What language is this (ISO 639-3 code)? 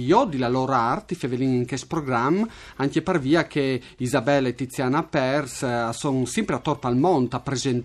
fur